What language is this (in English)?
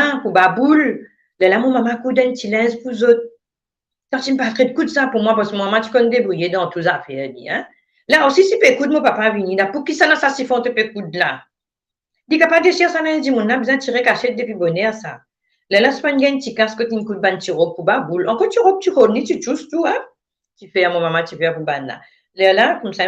Morisyen